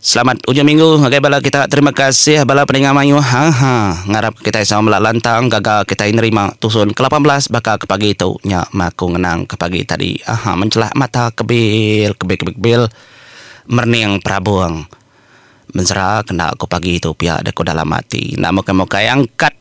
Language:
Iban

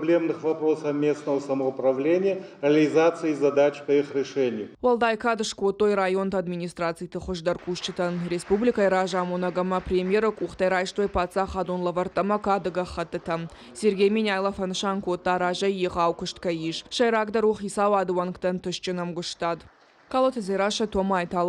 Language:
Ossetic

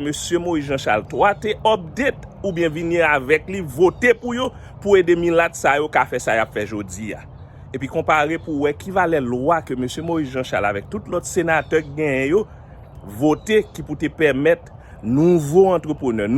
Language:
Haitian Creole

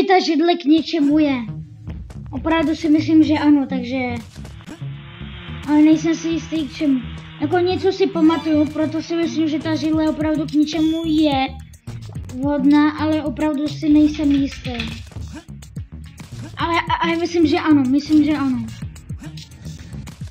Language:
Czech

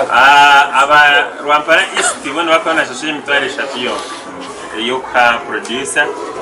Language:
Nyankole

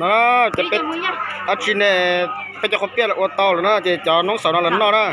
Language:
Hmong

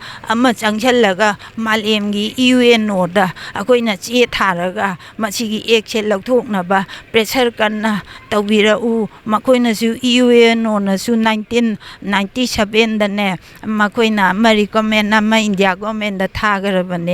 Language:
Manipuri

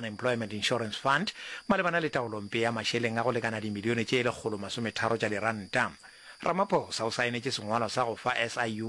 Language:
Northern Sotho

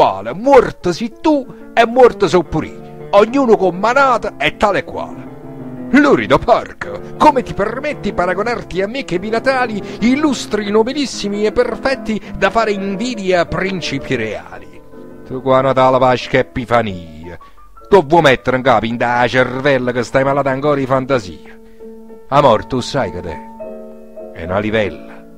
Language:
Neapolitan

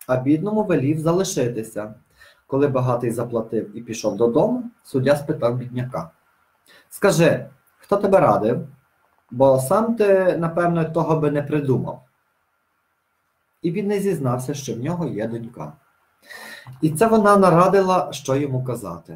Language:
Ukrainian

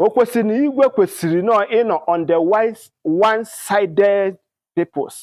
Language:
Igbo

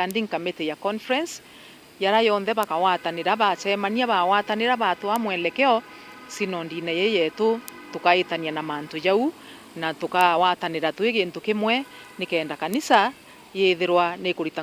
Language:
Meru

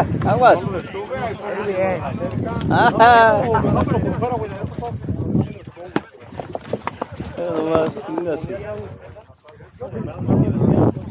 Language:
Spanish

